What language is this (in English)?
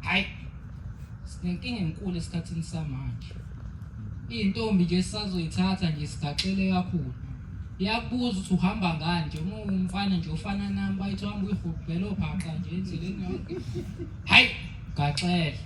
Zulu